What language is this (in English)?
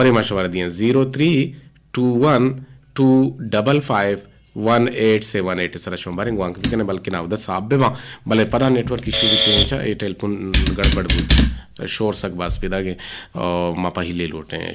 Eastern Balochi